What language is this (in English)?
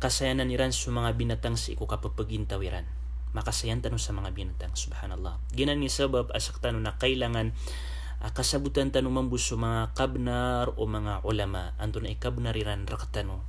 Maranao